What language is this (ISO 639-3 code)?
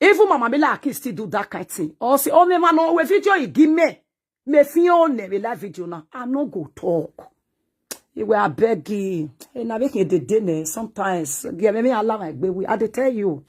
pcm